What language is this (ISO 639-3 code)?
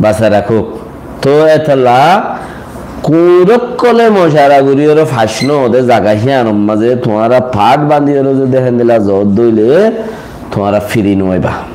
rhg